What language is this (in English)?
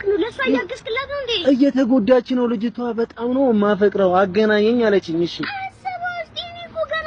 Amharic